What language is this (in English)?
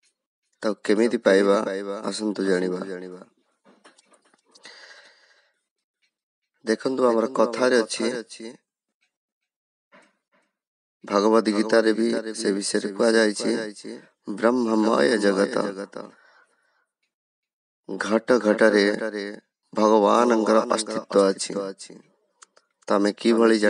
Odia